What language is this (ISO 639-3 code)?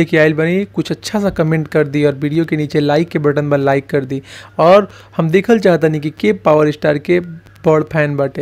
bho